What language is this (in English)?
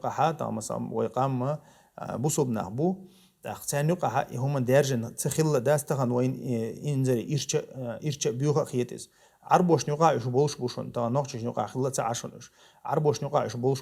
Chechen